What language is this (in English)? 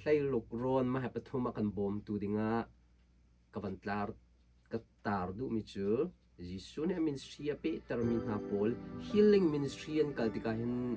Hakha Chin